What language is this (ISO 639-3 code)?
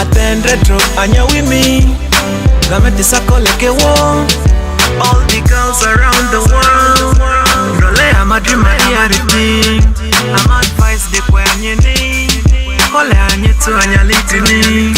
mhi